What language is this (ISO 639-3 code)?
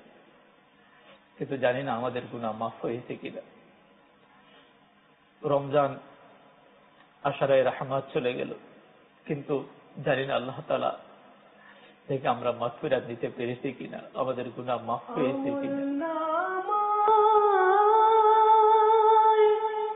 ben